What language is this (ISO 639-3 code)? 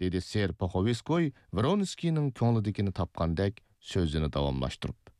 uig